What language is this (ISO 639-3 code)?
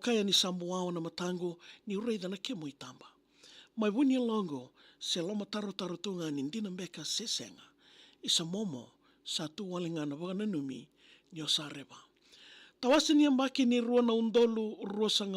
fij